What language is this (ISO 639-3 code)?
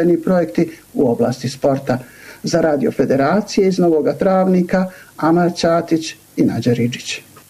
bos